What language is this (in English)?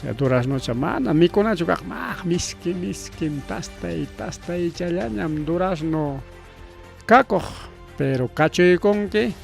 Ayacucho Quechua